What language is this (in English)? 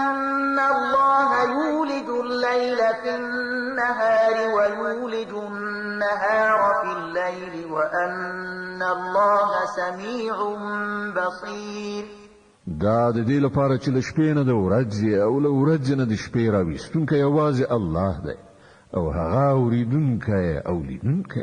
Pashto